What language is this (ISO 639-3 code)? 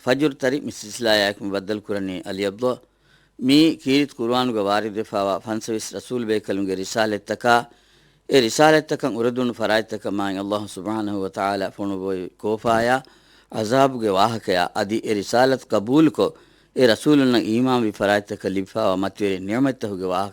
div